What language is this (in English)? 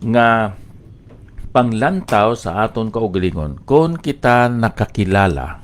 Hiligaynon